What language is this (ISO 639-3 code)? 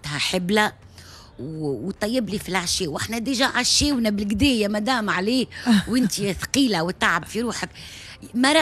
aeb